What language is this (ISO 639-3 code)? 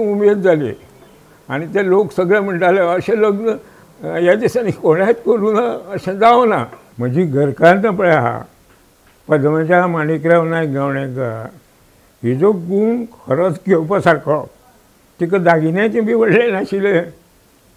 kok